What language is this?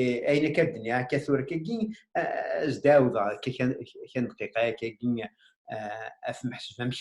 Kabyle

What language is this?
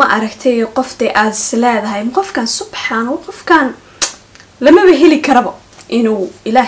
Somali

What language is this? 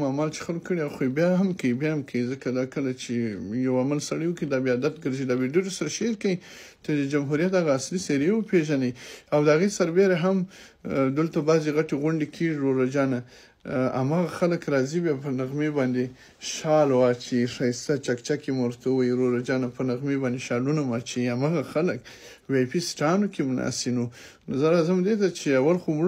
Pashto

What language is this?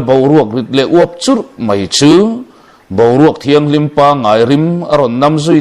Mizo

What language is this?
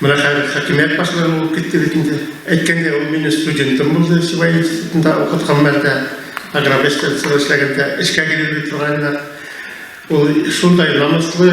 Bashkir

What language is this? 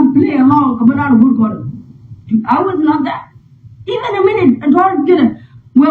Nuer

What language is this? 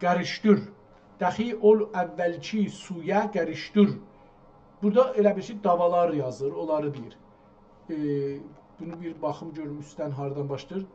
South Azerbaijani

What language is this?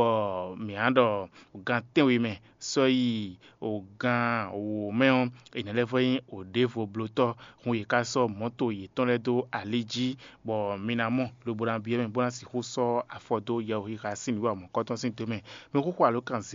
Fon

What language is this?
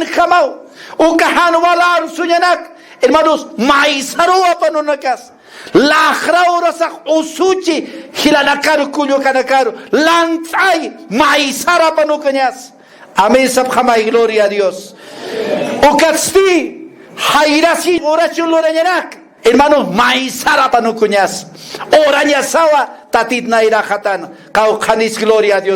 Aymara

